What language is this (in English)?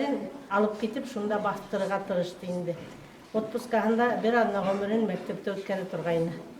Bashkir